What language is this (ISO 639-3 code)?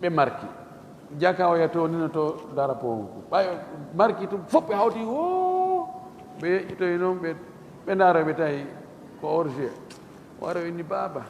ful